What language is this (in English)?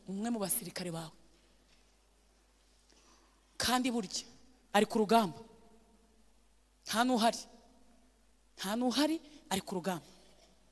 Kinyarwanda